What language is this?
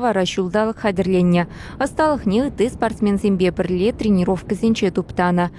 Chuvash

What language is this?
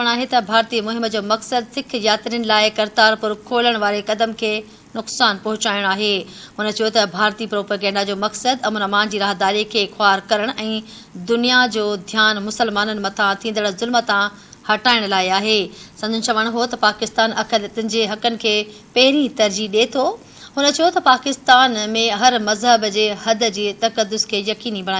Sindhi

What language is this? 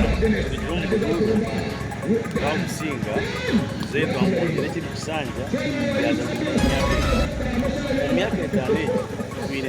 Nyankole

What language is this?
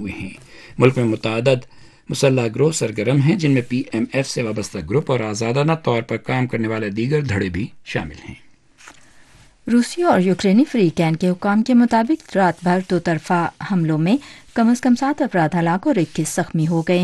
Urdu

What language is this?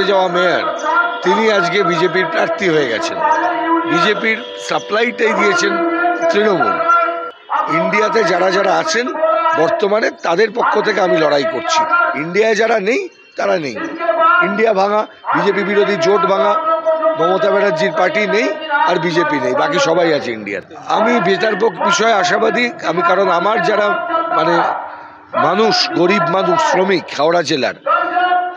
Bangla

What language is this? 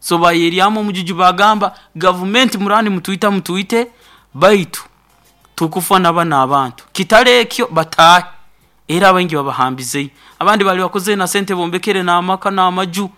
Nyoro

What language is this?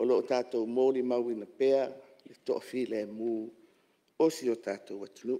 Samoan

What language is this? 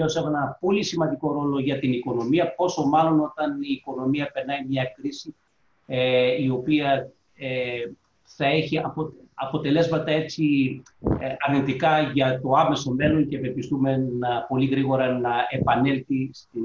Greek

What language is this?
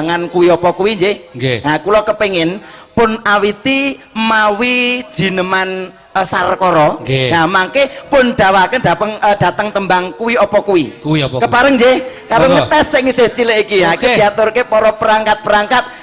Javanese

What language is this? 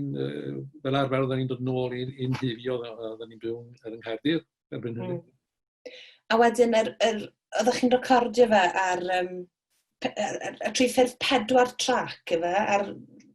Welsh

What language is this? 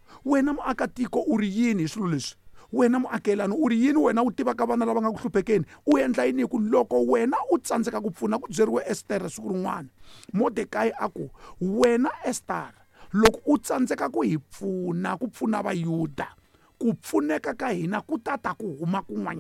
Tsonga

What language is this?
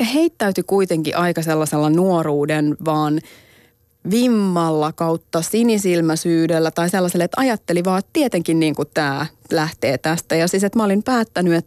Finnish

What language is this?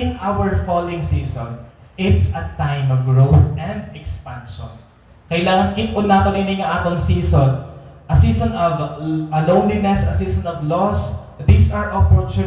Waray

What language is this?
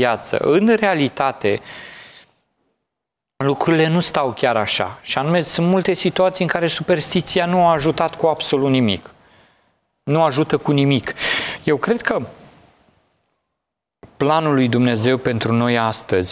Romanian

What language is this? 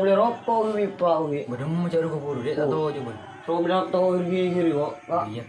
Madurese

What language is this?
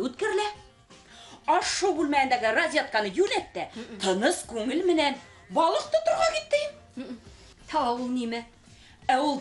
Bashkir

